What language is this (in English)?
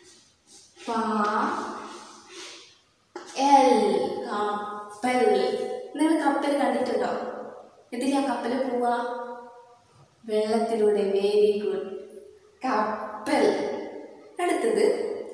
Malayalam